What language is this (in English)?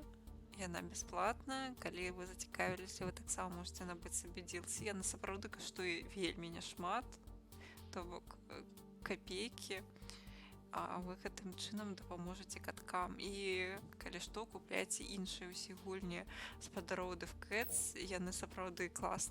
Belarusian